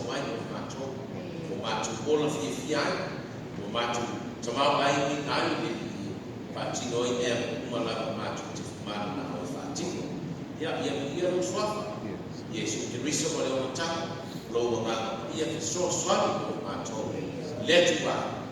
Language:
Samoan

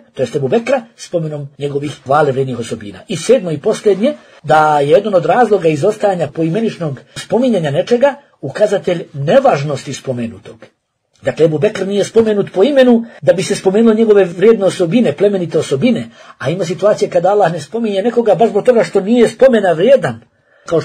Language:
Bosnian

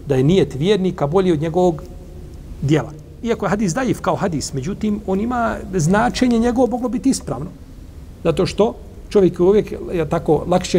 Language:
Bosnian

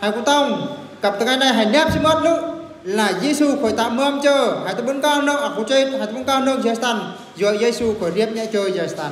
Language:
Eastern Bru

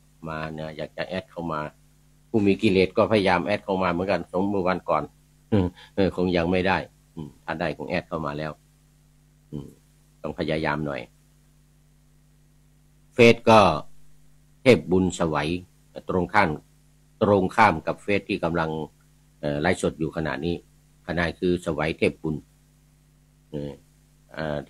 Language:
Thai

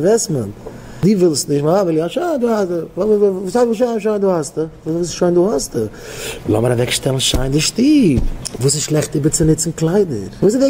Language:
Yiddish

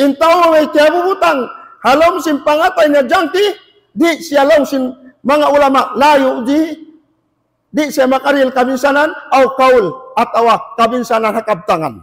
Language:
Tausug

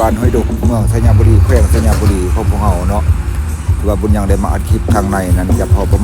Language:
Lao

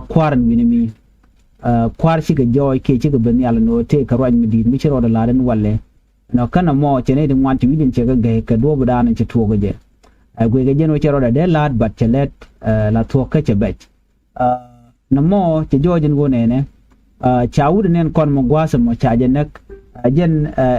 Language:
Nuer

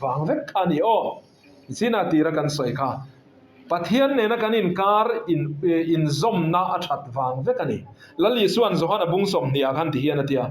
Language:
Mizo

